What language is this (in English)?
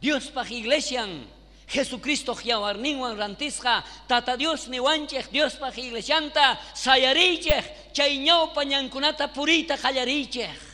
South Bolivian Quechua